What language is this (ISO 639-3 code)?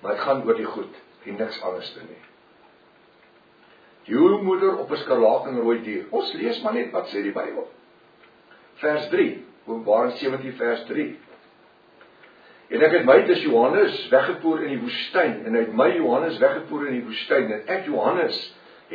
afr